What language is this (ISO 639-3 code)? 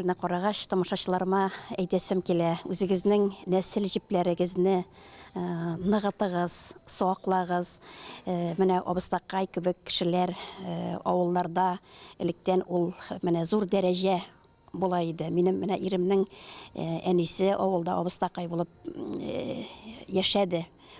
tat